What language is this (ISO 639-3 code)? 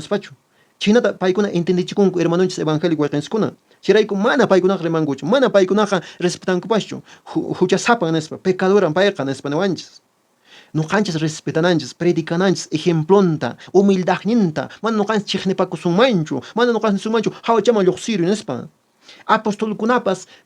que